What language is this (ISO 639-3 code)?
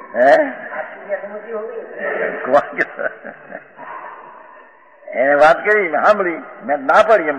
guj